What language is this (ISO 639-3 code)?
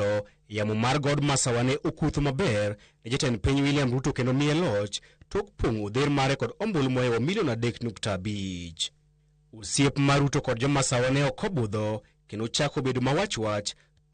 luo